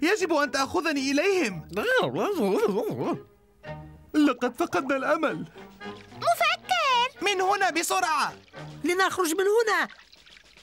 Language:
Arabic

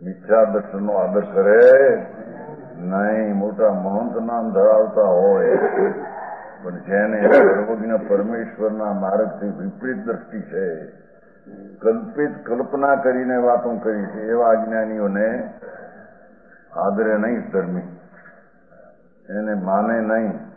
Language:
Gujarati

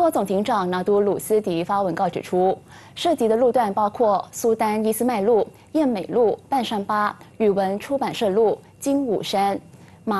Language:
Chinese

